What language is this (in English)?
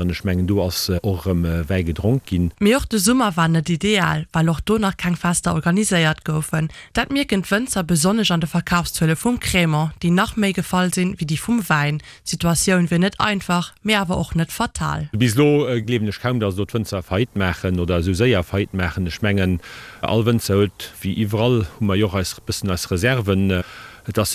Luxembourgish